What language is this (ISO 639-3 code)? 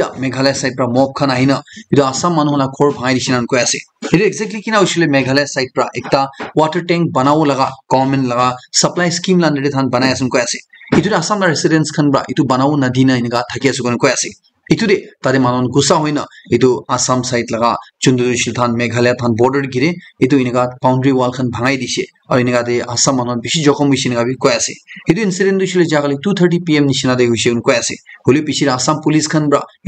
nag